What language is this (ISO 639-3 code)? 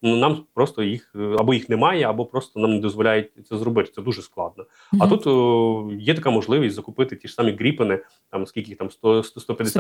ukr